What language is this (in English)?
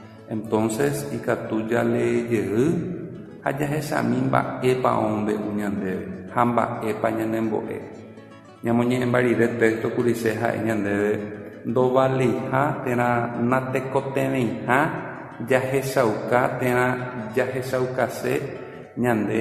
Guarani